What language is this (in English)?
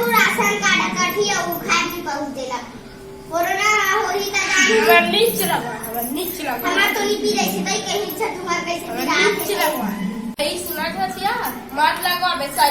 Chhattisgarhi